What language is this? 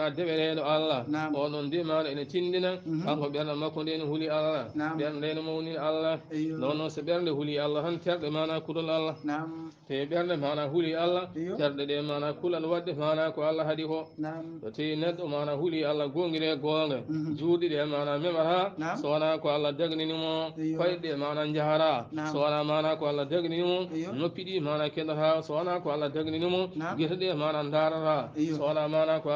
Fula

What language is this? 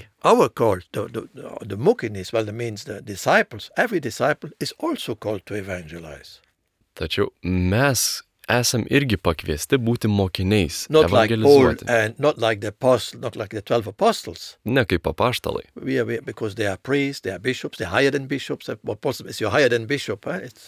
Lithuanian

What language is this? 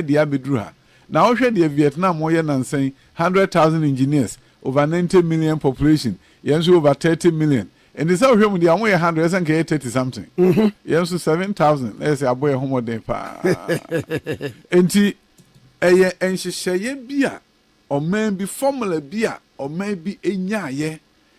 Akan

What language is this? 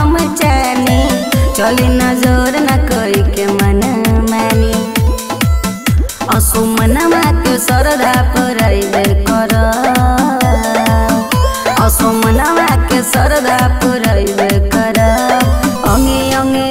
Bhojpuri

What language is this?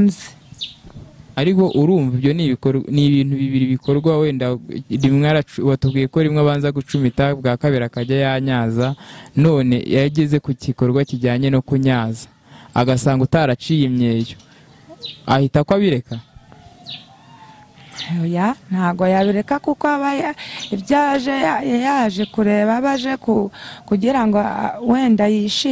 Kinyarwanda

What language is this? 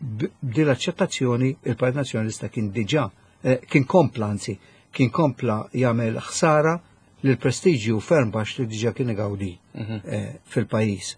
Maltese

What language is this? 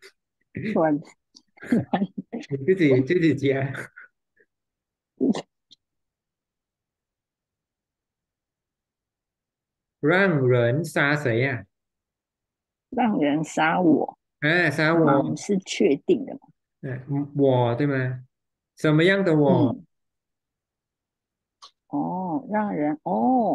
Chinese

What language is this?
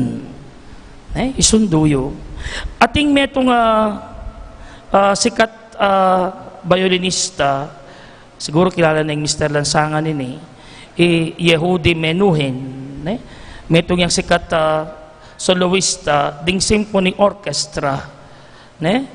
Pampanga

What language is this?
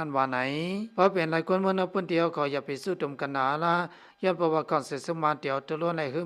Shan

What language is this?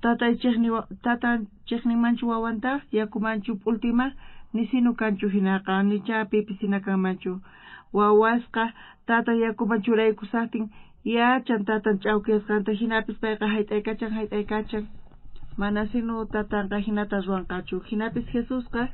South Bolivian Quechua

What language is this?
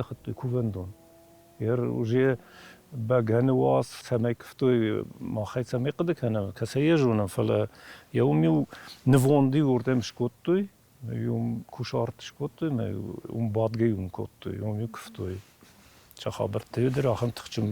Ossetic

